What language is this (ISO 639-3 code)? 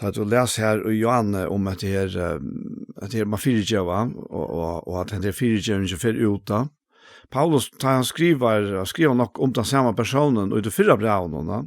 fao